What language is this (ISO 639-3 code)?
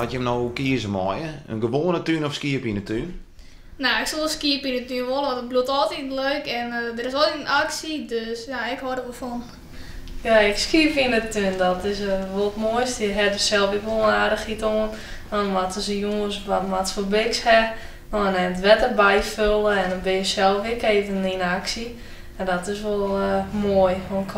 fry